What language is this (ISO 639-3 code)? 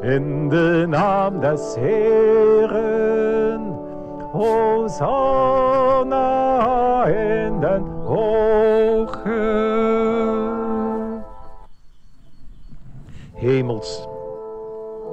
nld